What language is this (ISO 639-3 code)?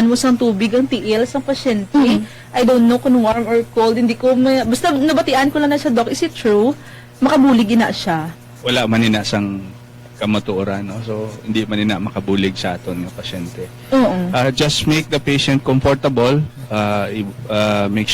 hil